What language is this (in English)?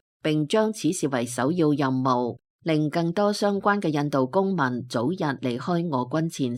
Cantonese